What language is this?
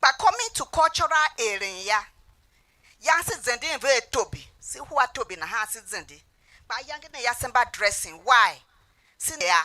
Tiv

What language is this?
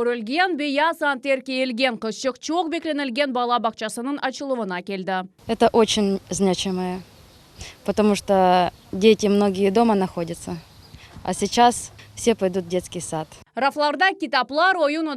Crimean Tatar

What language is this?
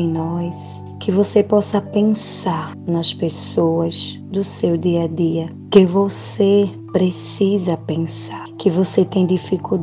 Portuguese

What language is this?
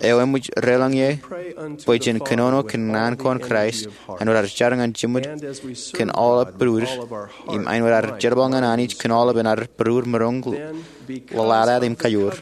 Marshallese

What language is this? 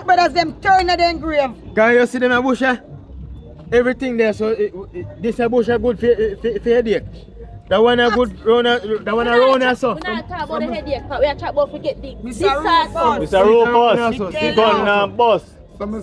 Jamaican Creole English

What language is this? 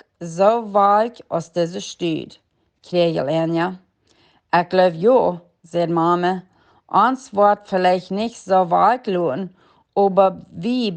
Plautdietsch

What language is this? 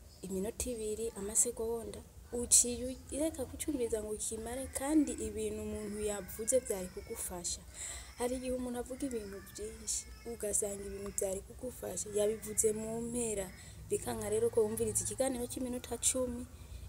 Rundi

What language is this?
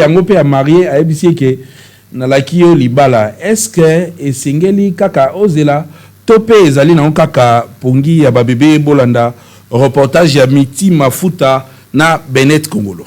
Lingala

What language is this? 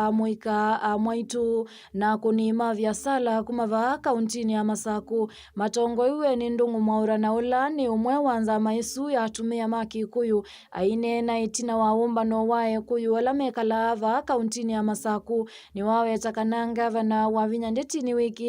Kamba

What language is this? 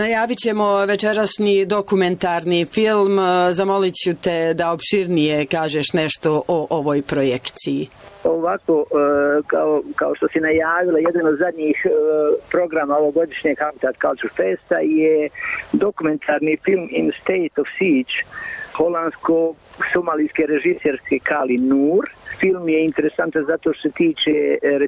Croatian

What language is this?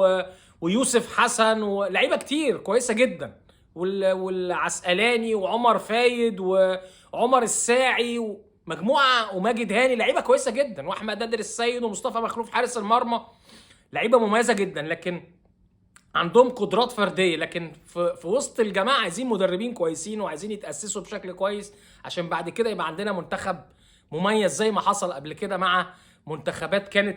Egyptian Arabic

